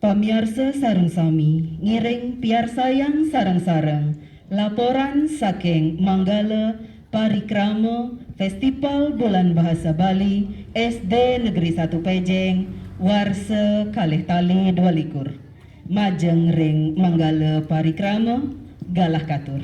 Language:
Balinese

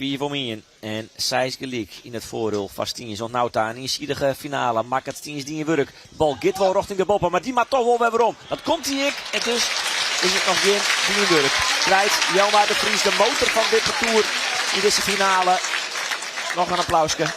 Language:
Western Frisian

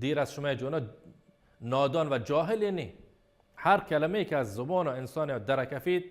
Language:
Baluchi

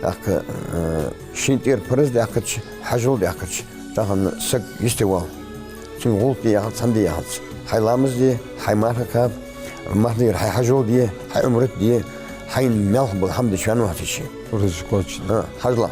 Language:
Ingush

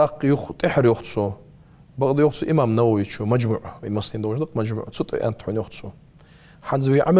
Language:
Ingush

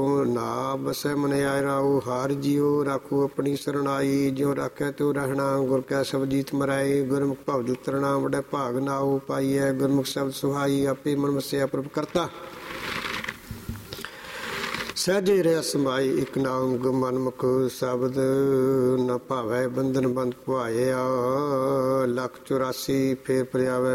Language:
Punjabi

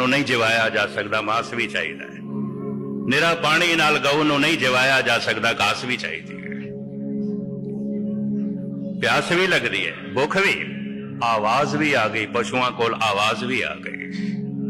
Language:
Punjabi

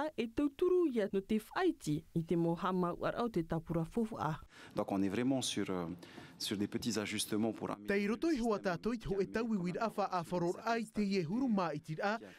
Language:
Tahitian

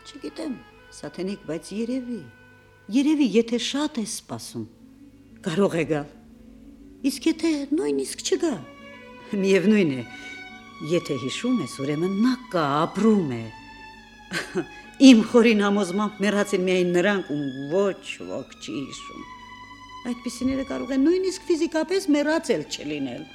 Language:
Armenian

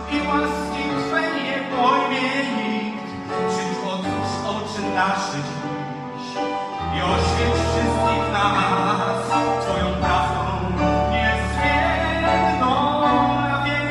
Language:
Polish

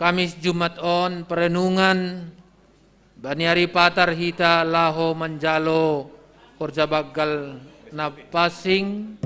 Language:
Batak Simalungun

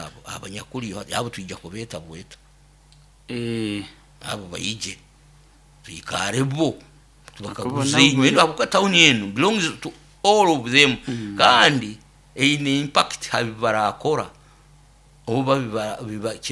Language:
Nyoro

